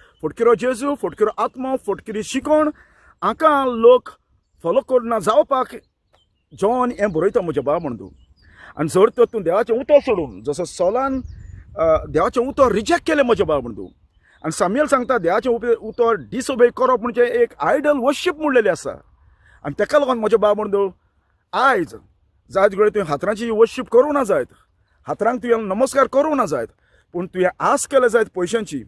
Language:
Konkani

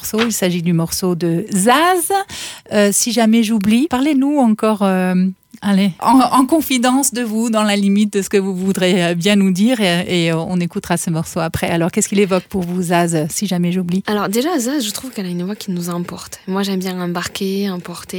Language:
French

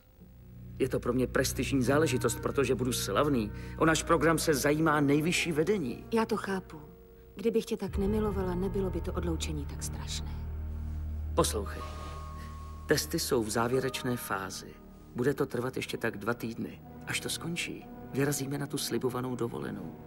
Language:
Czech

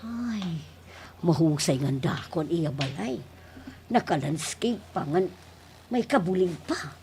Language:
Waray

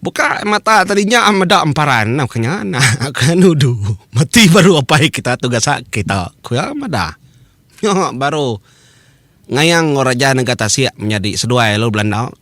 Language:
Iban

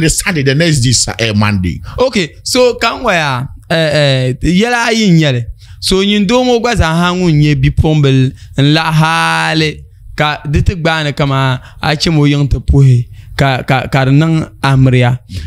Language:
Dagbani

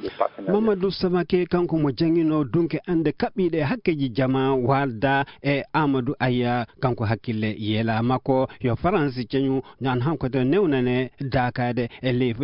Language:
Fula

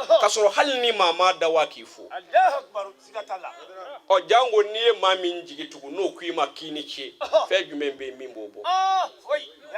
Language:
Bambara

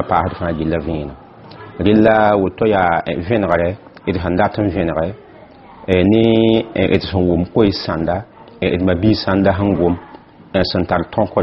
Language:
Mossi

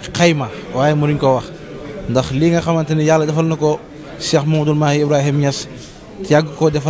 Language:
Wolof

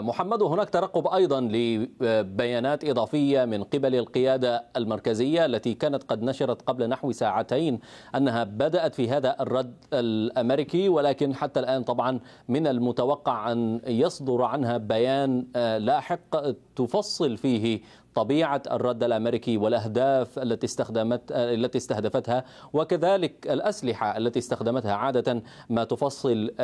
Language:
Arabic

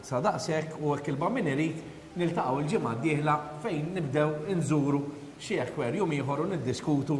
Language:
Maltese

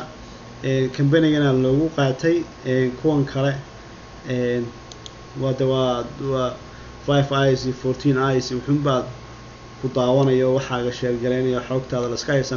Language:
Somali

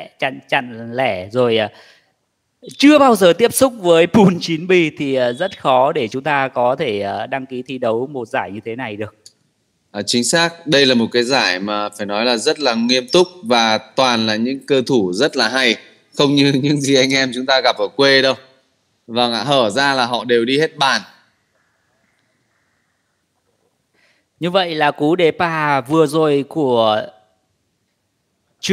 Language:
Vietnamese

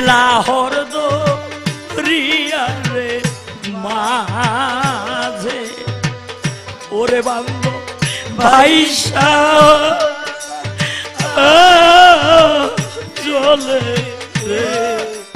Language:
Bangla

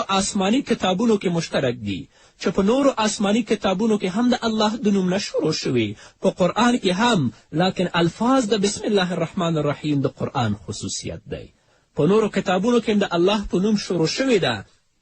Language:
Pashto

